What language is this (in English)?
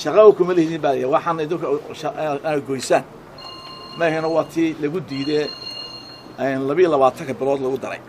Somali